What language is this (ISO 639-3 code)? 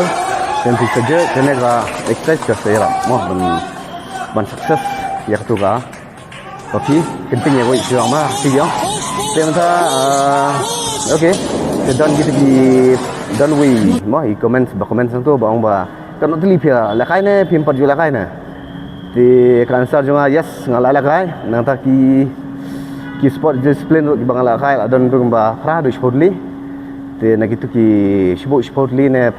kha